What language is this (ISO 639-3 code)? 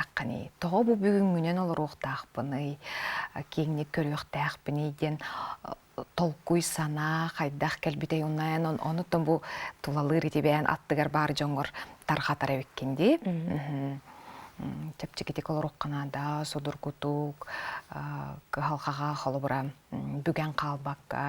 sah